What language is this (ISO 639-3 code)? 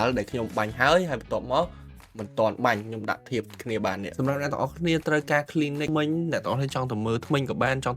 khm